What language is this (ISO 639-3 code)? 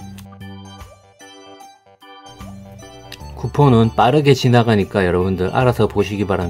kor